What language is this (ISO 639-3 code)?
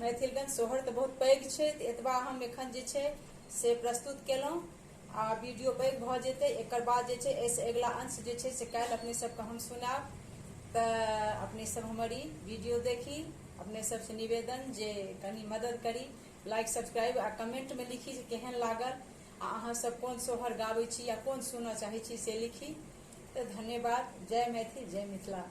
mai